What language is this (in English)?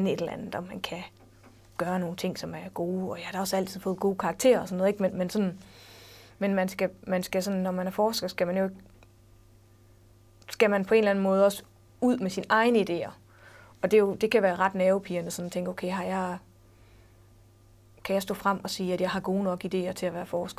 Danish